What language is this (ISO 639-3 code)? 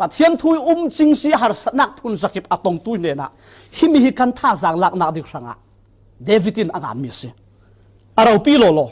cfm